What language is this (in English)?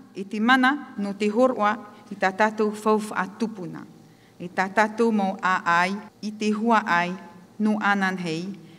Tahitian